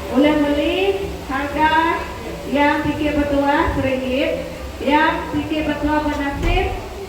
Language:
Iban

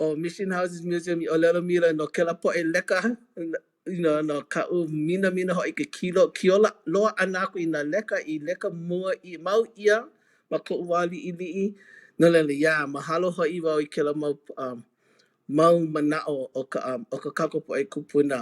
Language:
Hawaiian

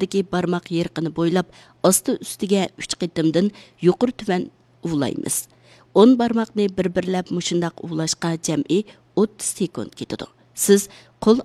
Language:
Uyghur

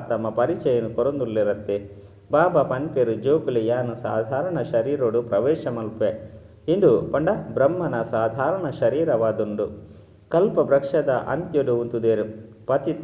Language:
Tulu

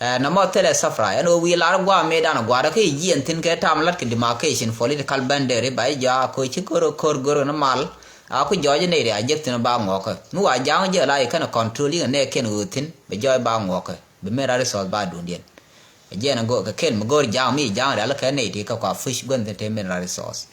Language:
Nuer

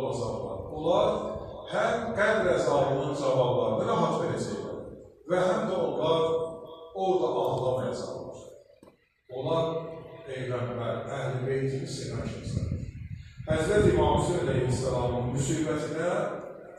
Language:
Azerbaijani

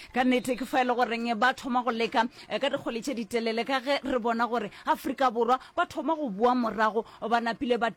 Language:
Northern Sotho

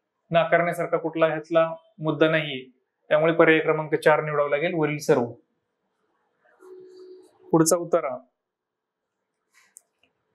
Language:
Marathi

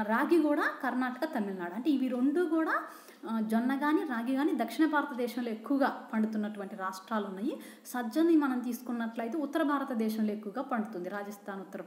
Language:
Telugu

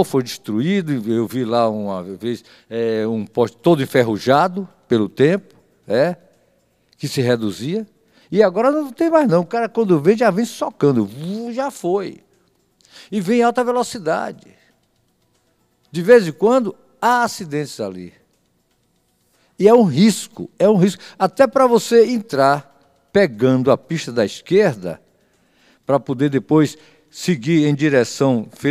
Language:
Portuguese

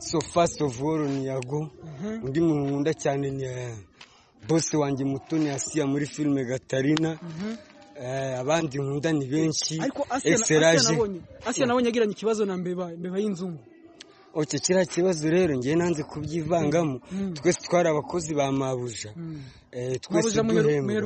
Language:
Kinyarwanda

